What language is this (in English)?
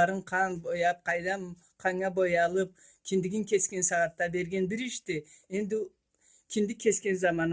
Karachay-Balkar